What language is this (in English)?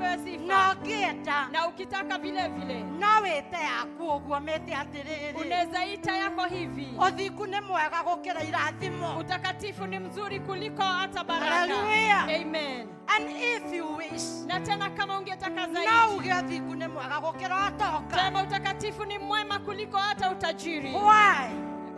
Kikuyu